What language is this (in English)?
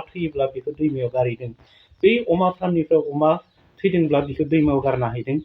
Bodo